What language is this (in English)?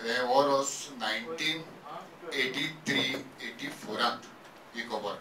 Konkani